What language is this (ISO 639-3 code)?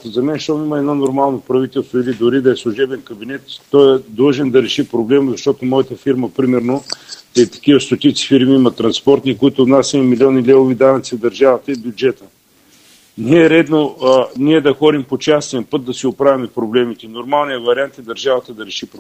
bul